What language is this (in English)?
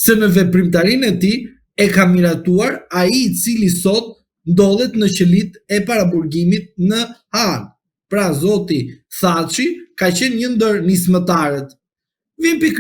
Albanian